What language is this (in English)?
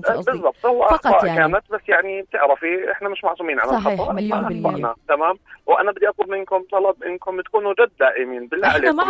North Levantine Arabic